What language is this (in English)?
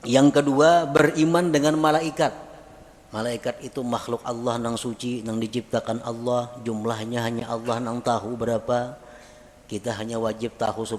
Banjar